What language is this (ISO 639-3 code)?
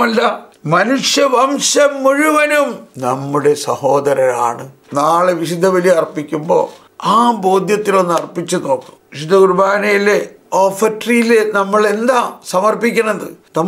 mal